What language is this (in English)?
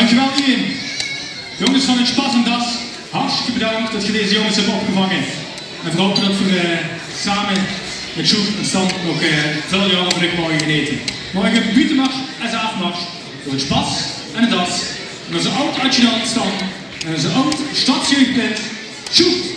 Limburgish